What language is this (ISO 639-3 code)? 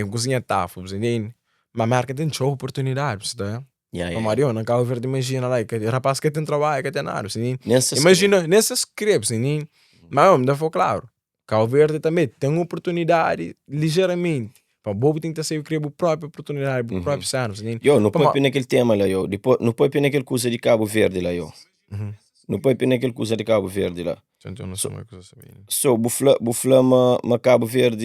kea